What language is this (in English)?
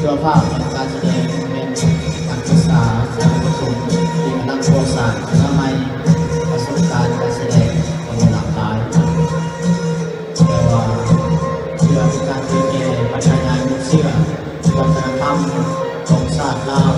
Lao